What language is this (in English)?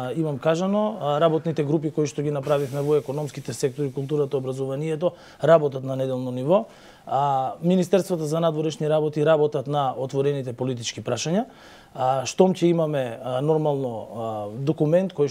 Macedonian